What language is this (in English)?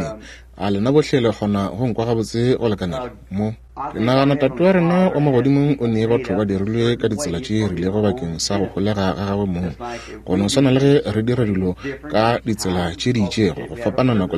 Northern Sotho